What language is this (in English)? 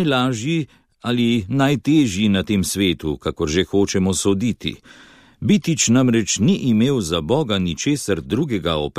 Slovenian